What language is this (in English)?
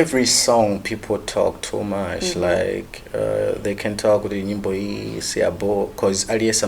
Nyanja